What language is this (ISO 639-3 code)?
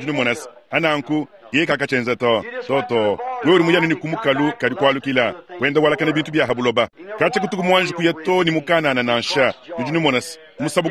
lua